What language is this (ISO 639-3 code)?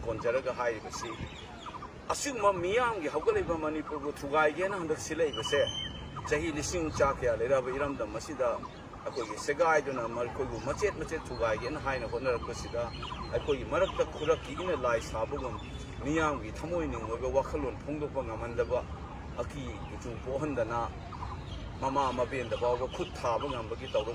mni